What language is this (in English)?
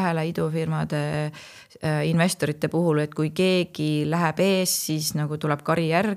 Estonian